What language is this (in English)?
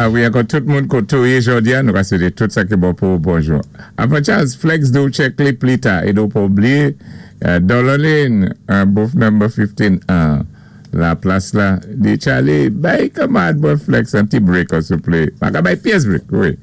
Saint Lucian Creole French